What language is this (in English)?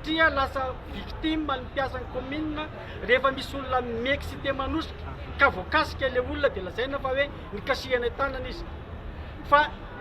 Malagasy